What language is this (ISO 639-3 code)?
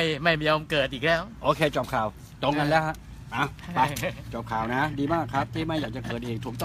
tha